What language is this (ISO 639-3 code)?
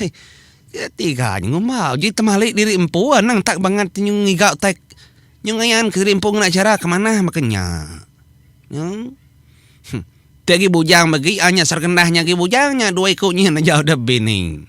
iba